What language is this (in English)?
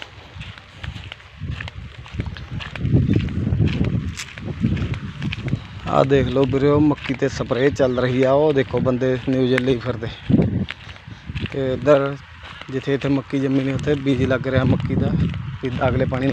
Punjabi